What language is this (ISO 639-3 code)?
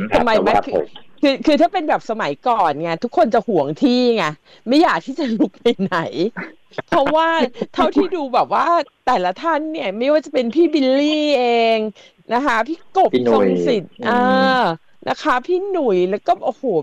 tha